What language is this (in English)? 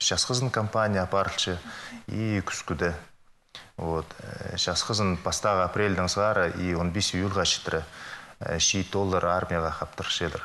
Khakas